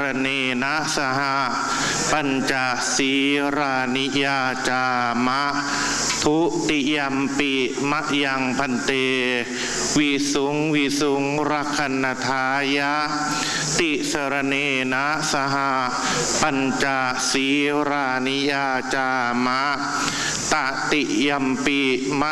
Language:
Thai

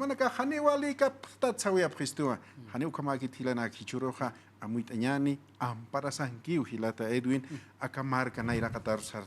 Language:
Aymara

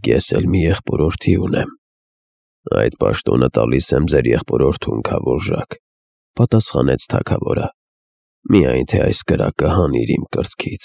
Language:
Armenian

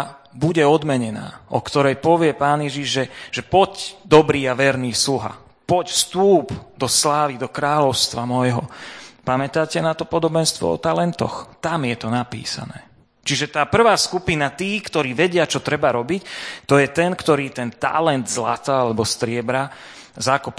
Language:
Slovak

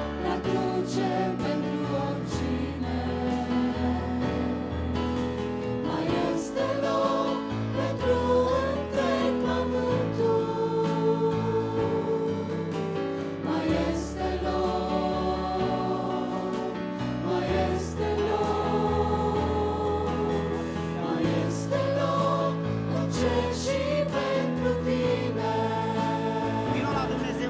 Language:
Romanian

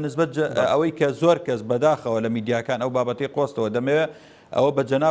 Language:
Central Kurdish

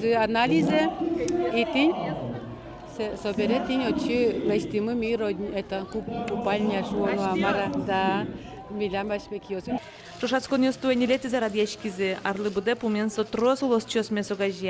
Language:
Udmurt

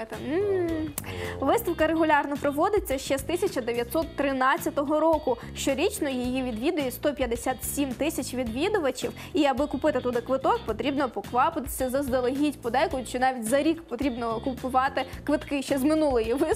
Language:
Ukrainian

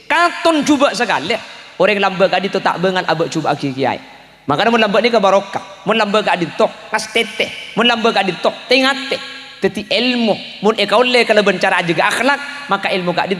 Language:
Madurese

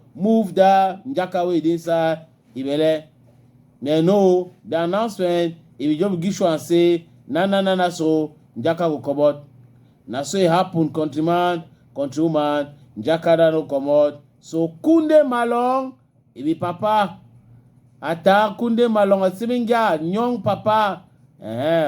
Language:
Cameroon Pidgin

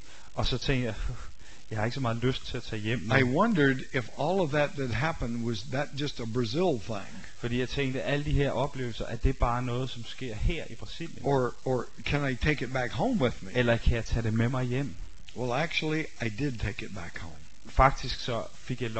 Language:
Danish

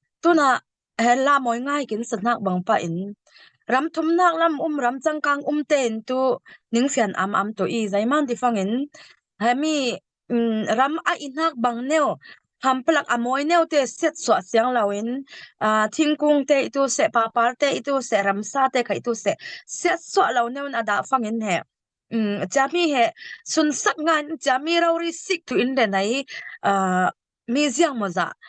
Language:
Falam Chin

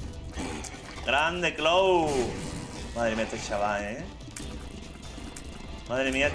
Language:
Spanish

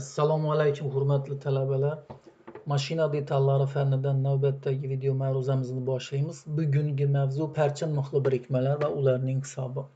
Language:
Uzbek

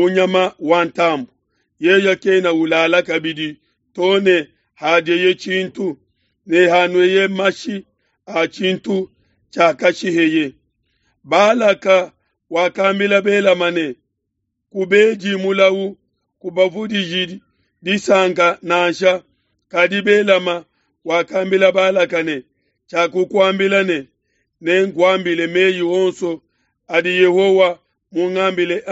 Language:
Luba-Lulua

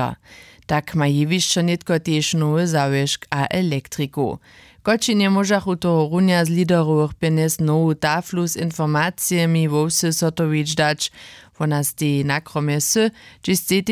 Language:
Upper Sorbian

